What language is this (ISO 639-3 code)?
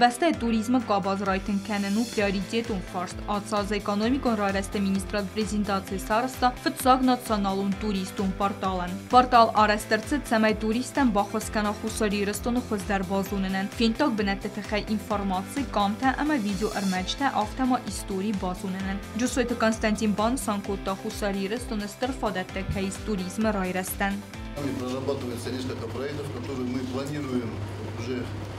oss